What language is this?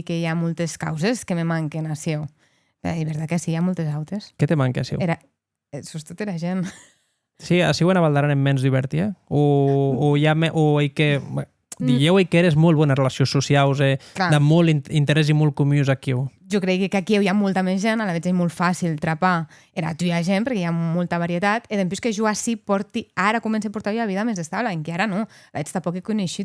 Occitan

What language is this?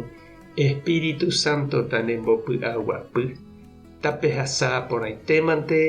Guarani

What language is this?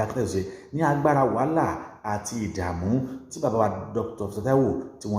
Yoruba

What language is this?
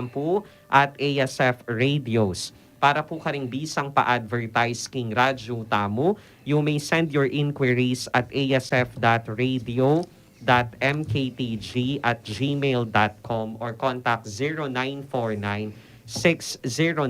Pampanga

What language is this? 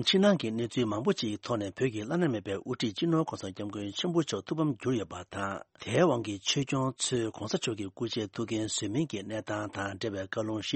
Tibetan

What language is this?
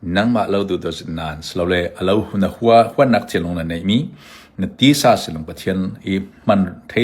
Falam Chin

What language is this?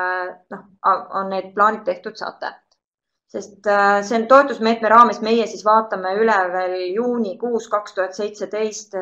Estonian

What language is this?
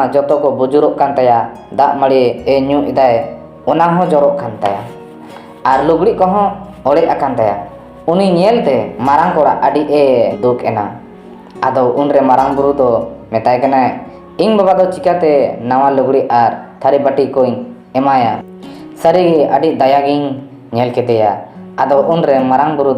Santali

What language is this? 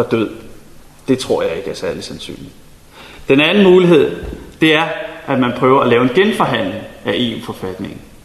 Danish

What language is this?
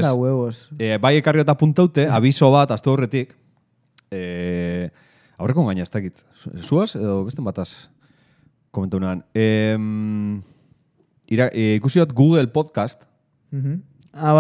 Basque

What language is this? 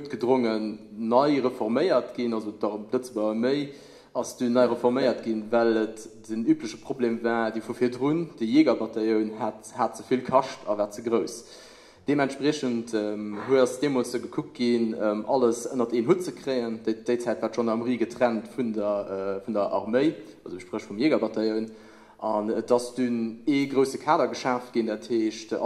Luxembourgish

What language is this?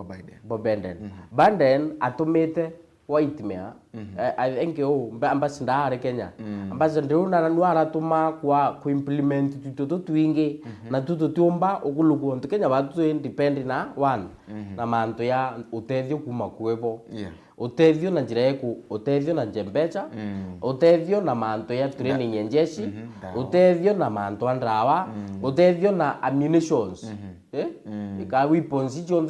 Meru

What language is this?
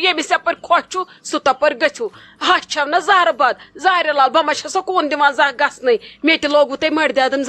Kashmiri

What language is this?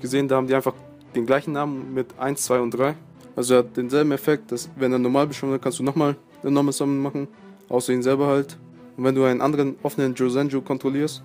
German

